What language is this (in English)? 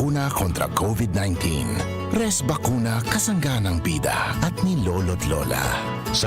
Bikol